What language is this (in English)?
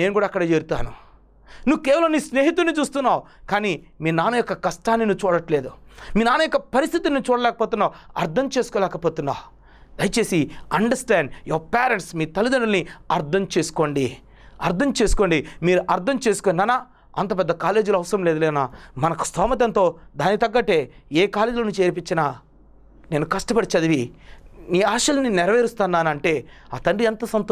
Telugu